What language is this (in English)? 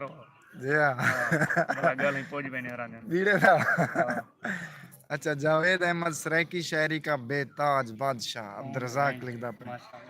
Saraiki